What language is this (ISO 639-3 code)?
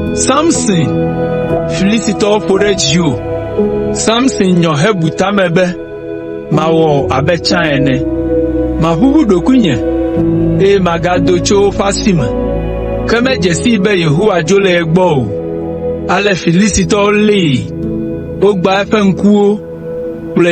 ewe